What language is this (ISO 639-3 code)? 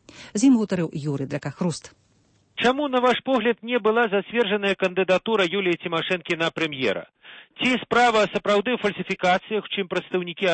bel